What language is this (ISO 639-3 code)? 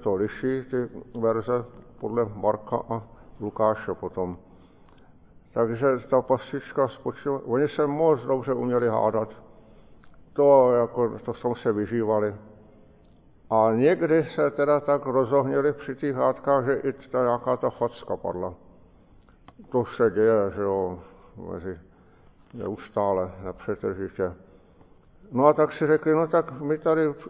ces